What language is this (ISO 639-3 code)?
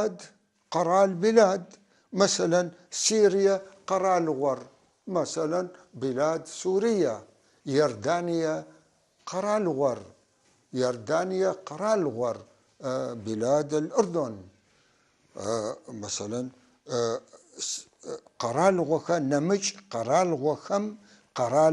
apc